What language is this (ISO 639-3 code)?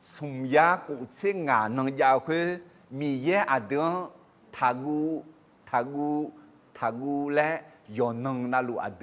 ahk